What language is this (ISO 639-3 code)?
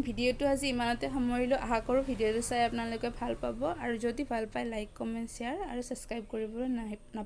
asm